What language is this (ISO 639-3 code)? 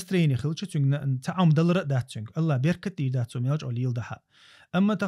che